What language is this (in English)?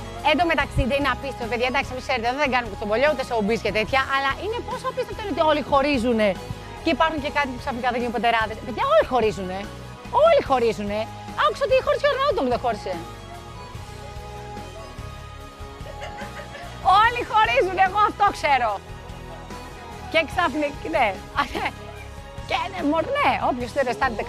Greek